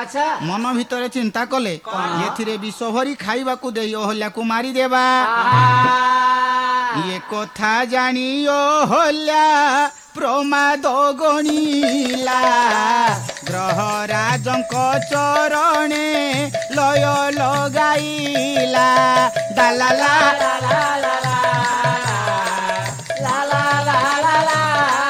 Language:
Odia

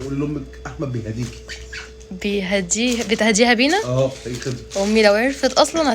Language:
Egyptian Arabic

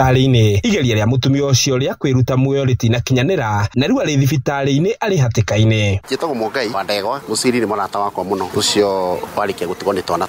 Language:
Kikuyu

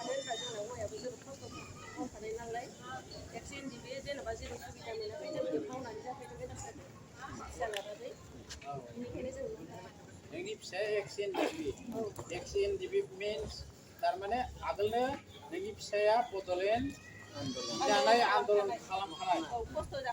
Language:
Bodo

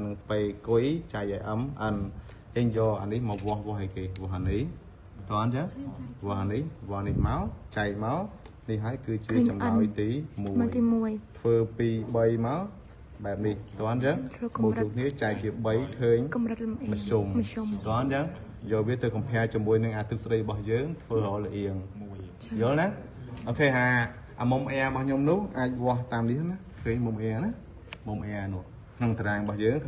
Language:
Khmer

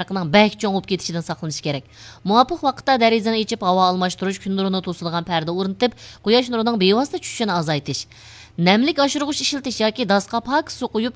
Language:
Uyghur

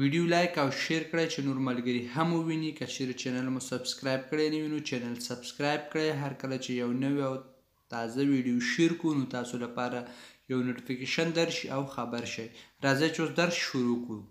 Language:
Pashto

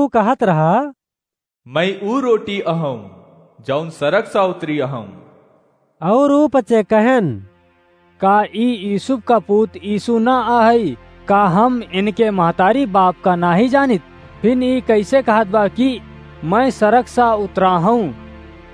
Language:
Awadhi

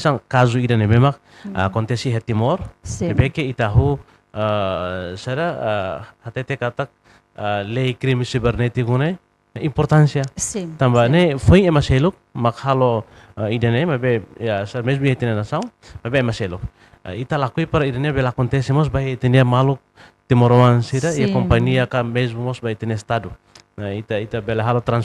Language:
Tetum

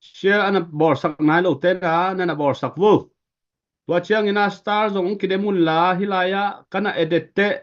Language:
Tedim Chin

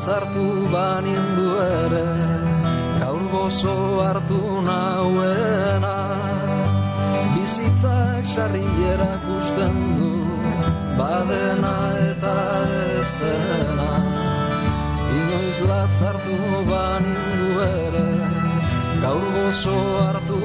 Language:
Basque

